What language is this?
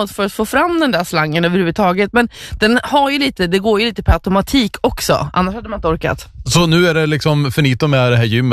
Swedish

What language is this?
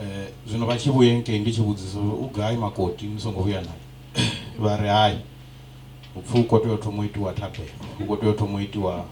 Venda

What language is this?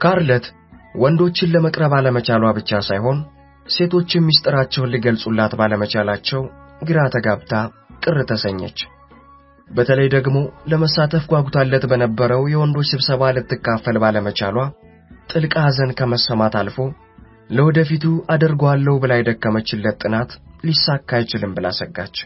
Amharic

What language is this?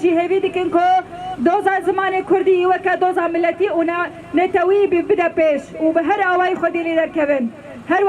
Kurdish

